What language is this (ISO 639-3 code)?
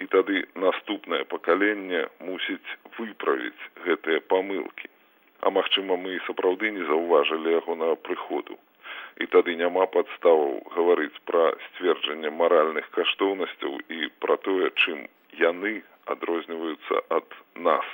bel